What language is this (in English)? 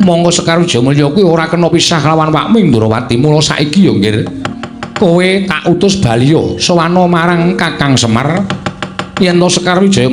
Javanese